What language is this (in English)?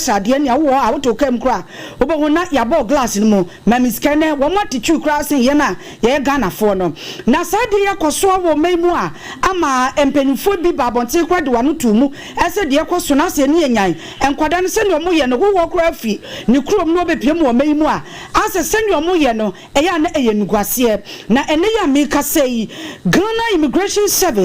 Akan